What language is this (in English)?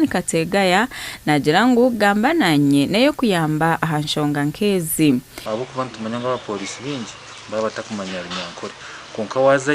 Nyankole